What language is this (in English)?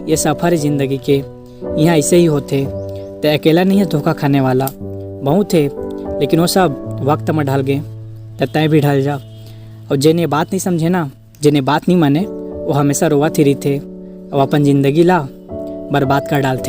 Chhattisgarhi